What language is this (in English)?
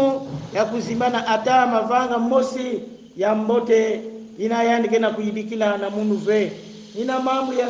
Kongo